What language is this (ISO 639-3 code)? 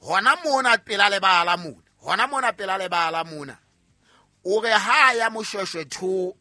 sot